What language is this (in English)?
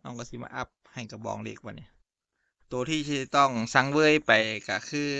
Northeastern Thai